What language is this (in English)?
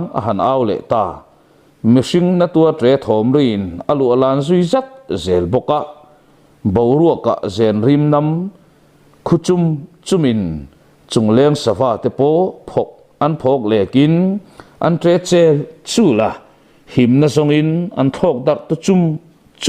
Mizo